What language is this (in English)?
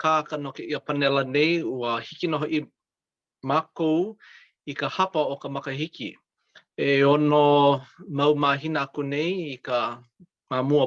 Hawaiian